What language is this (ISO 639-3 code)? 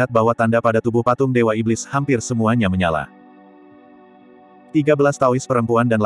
ind